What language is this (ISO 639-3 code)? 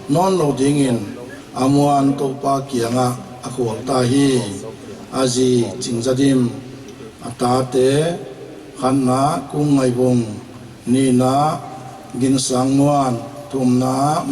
pck